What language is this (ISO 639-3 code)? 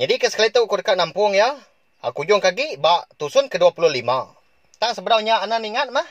iba